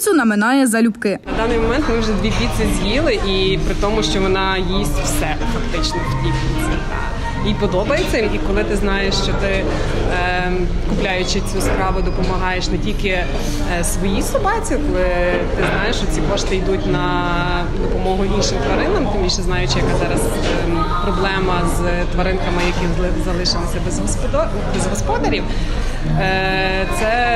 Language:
Ukrainian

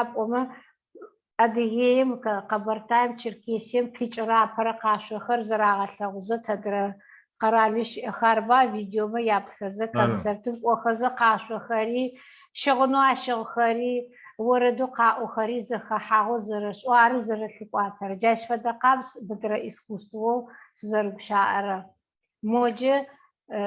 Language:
Adyghe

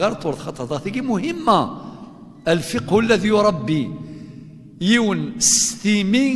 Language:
Kabyle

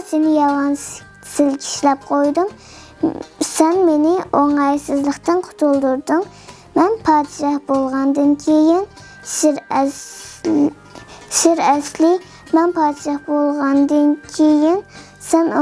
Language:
Uyghur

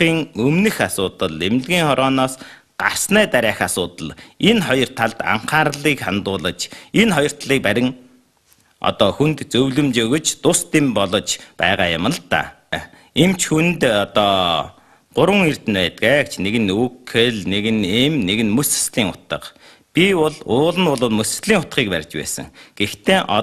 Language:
Mongolian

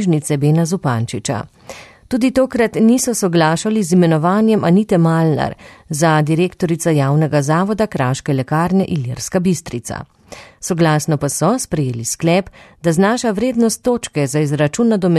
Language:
Slovenian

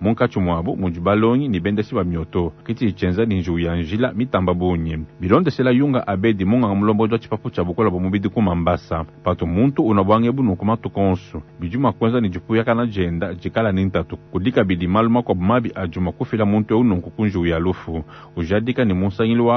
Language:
Luba-Lulua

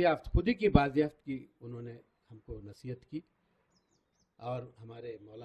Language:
Urdu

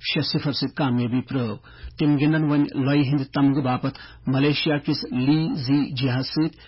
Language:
Kashmiri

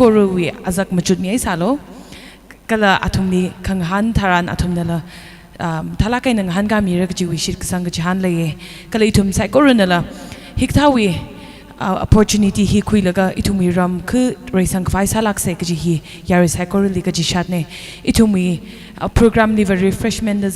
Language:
Tangkhul Naga (India)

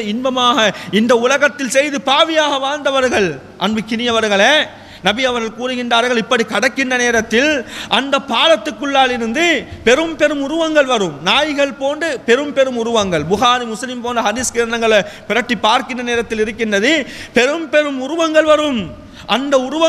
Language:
Tamil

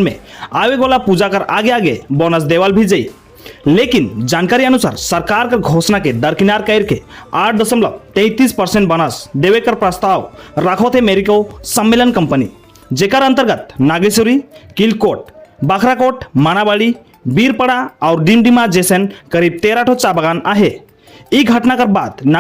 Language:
Sadri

